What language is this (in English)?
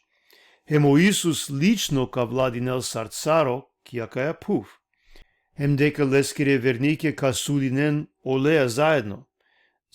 Balkan Romani